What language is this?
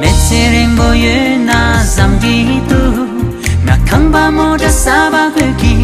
Tibetan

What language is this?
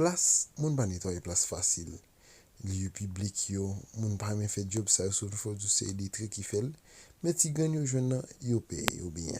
Haitian Creole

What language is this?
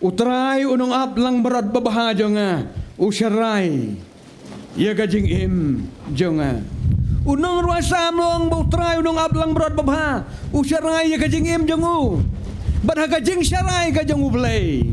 Khasi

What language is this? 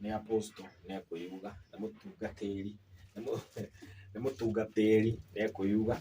Kikuyu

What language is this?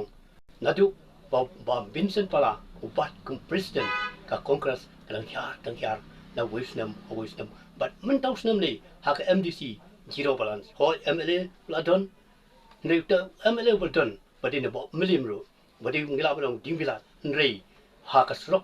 Khasi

